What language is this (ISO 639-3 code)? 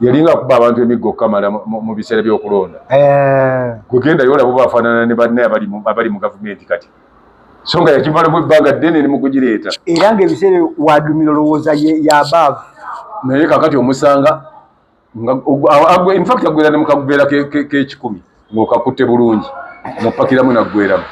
lug